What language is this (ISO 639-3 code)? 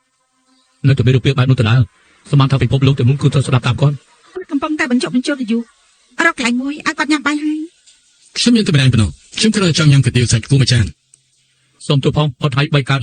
khm